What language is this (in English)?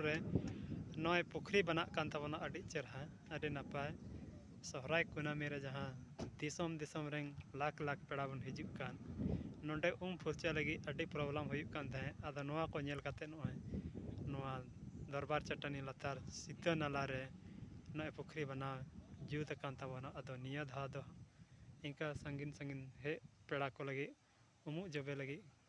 Santali